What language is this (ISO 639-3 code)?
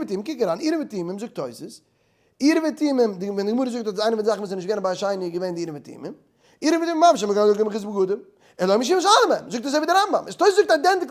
yid